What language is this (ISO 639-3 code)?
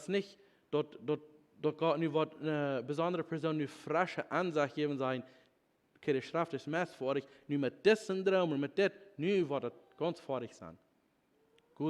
pdt